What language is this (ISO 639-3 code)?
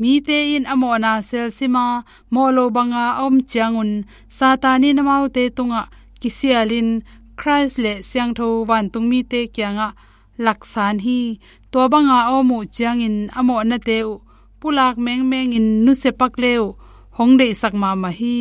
ctd